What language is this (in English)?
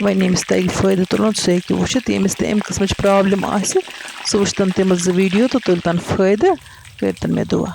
Kashmiri